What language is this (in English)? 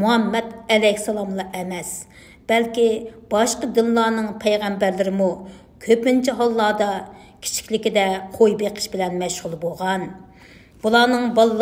Uyghur